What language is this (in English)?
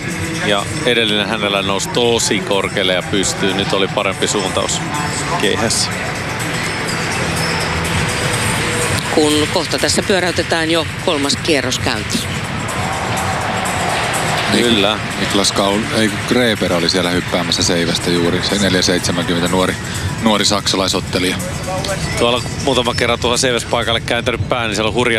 Finnish